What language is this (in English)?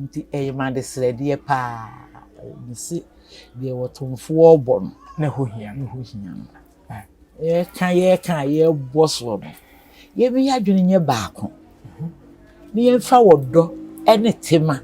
Akan